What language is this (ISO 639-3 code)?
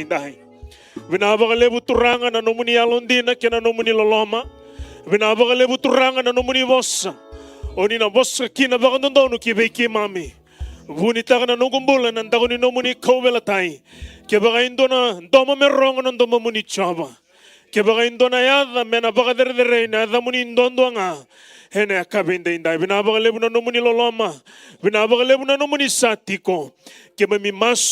fij